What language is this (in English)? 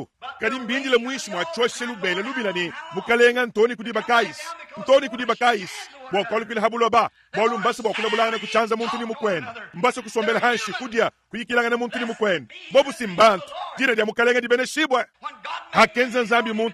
Luba-Lulua